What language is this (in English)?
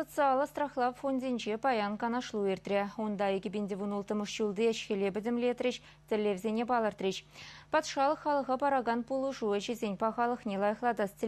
Chuvash